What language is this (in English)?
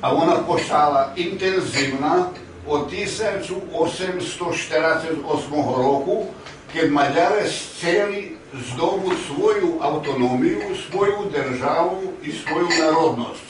Rusyn